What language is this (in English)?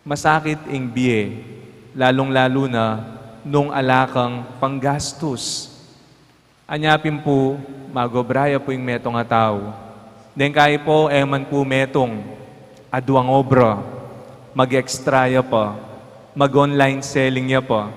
Pampanga